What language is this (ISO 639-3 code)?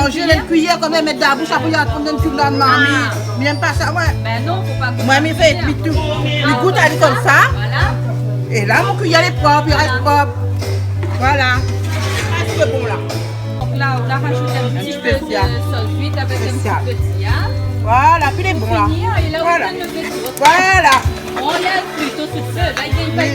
rcf